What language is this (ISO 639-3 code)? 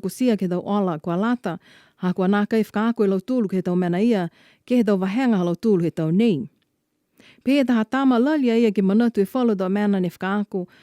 niu